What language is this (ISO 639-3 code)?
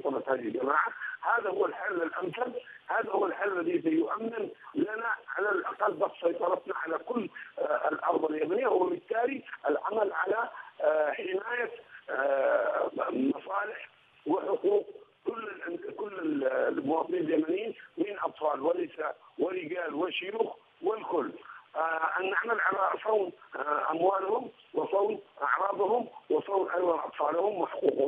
ara